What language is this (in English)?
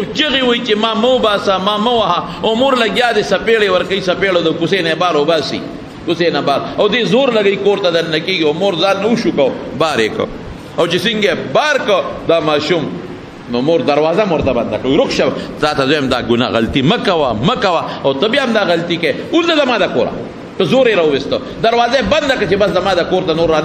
Pashto